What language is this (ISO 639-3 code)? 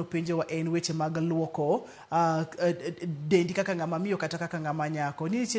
luo